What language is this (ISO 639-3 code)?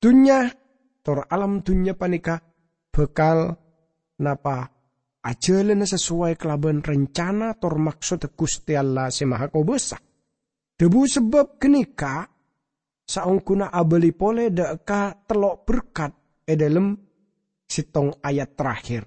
mad